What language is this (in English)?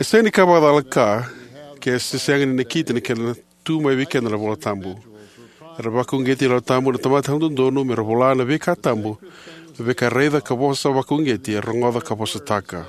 Fijian